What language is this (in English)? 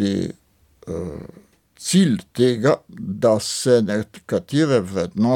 Slovenian